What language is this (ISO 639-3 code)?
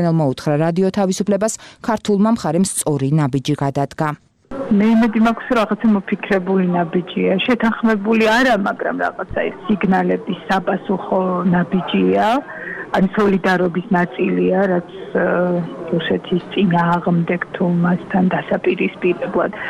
kat